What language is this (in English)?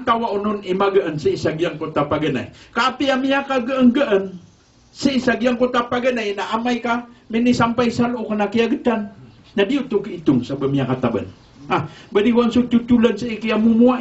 Maranao